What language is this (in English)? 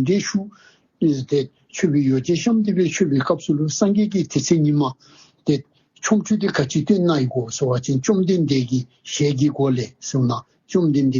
Dzongkha